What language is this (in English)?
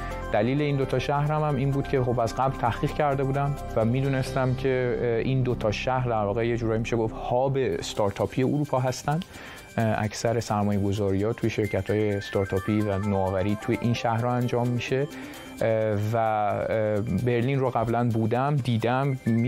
Persian